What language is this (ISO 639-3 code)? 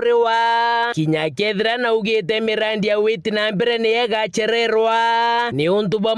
mer